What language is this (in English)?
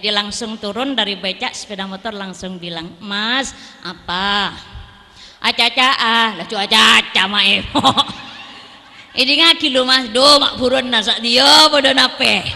Madurese